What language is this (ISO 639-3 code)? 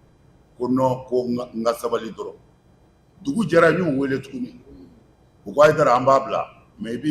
bam